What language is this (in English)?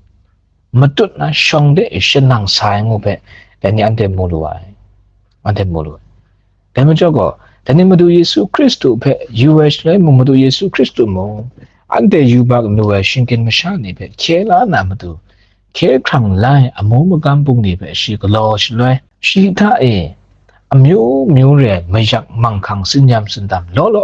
Kachin